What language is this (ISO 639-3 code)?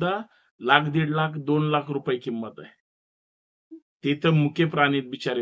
mar